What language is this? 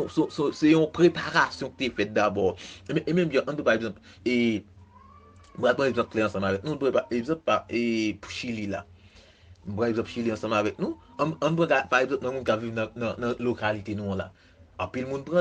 Haitian Creole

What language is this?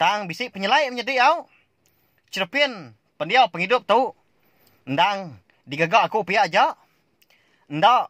Iban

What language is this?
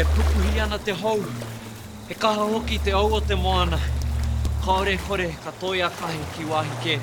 Māori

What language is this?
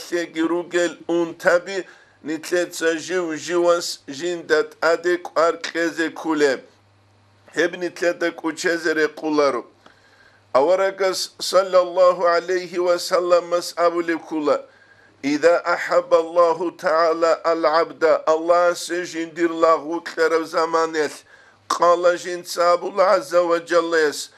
Avaric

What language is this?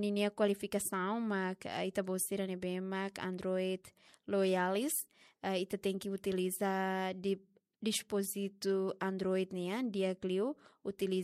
Tetum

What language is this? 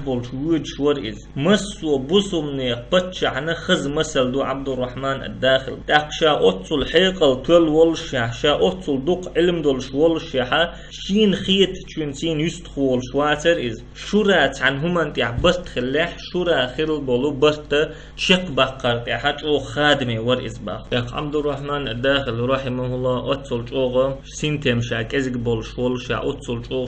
Chechen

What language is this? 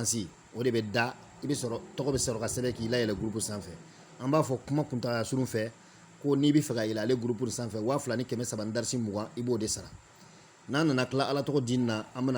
Bambara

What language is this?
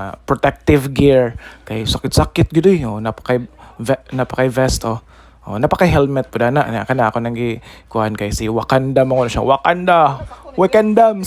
Cebuano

